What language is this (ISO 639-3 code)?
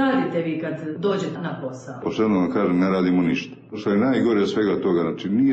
srp